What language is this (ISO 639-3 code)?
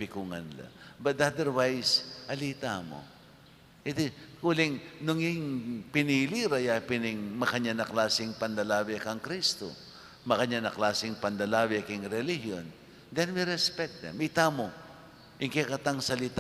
pam